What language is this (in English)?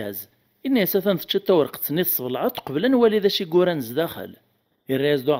Kabyle